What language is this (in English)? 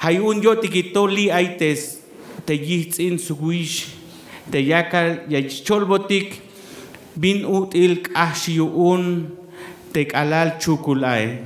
Tzeltal